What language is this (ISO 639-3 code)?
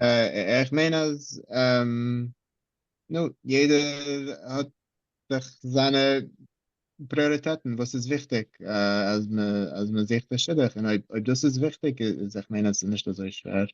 yid